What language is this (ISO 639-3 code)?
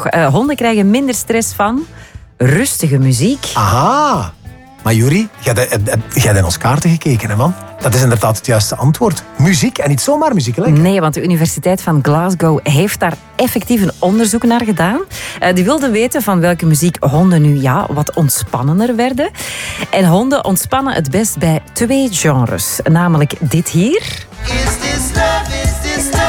nld